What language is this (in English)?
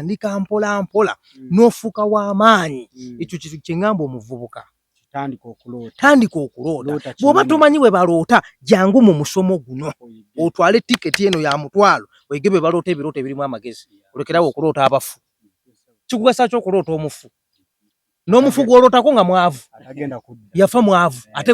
Ganda